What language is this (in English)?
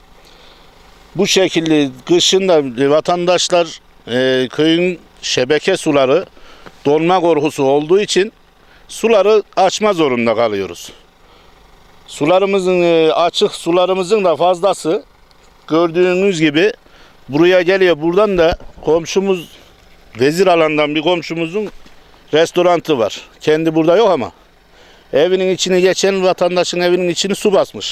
Turkish